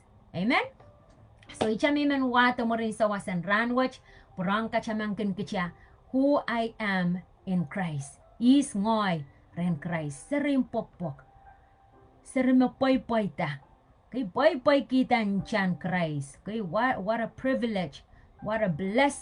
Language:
Pohnpeian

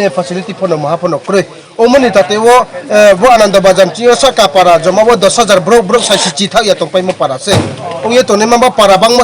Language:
Riang (India)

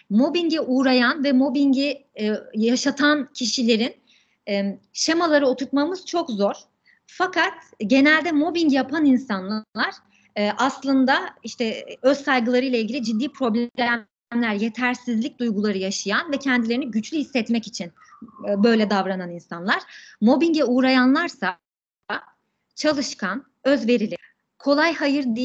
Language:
Turkish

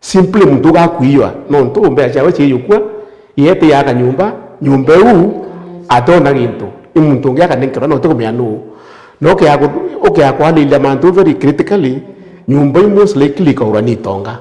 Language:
Meru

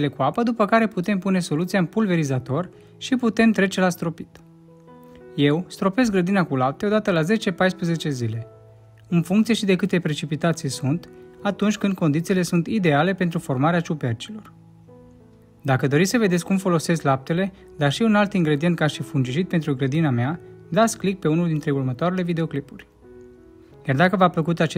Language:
Romanian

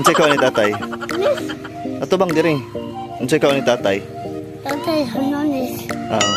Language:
Cebuano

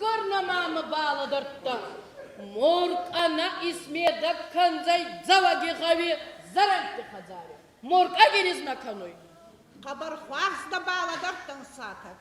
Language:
Ossetic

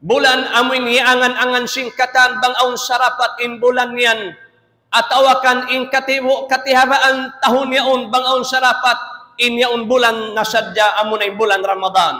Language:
Tausug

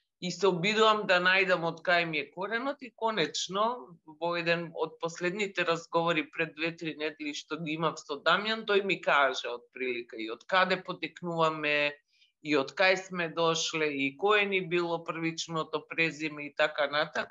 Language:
Macedonian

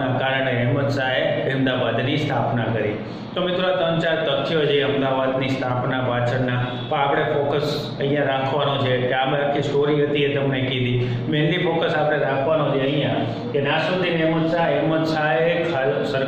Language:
Gujarati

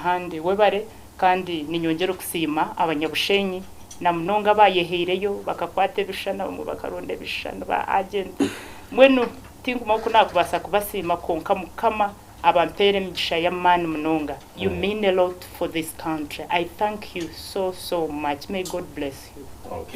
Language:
Nyankole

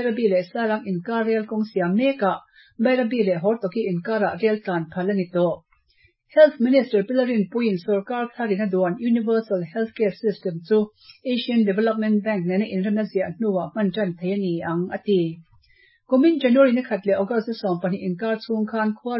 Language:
Mizo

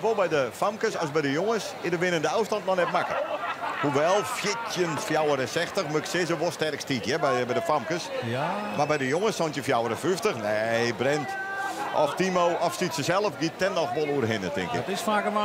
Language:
Western Frisian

